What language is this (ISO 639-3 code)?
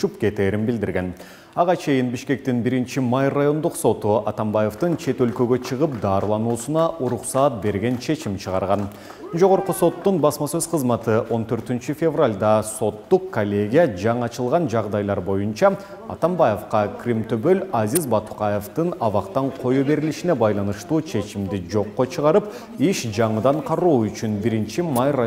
kir